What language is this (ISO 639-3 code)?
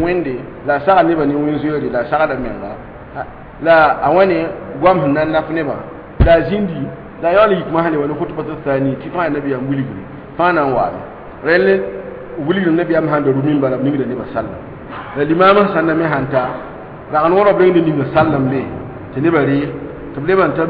mos